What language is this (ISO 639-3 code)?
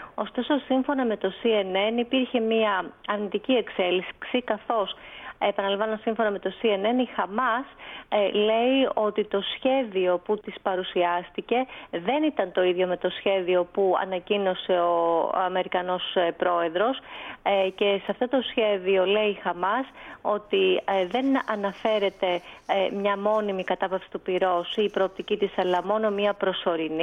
ell